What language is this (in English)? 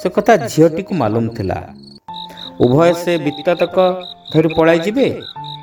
Odia